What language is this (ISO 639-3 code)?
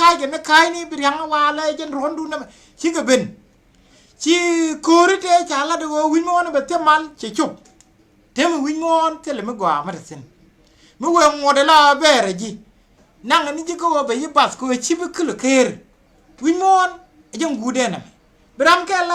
nus